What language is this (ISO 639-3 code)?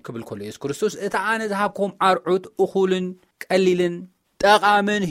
tir